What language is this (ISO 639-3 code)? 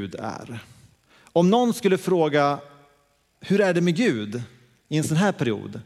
swe